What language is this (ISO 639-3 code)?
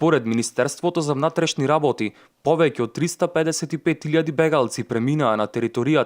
mkd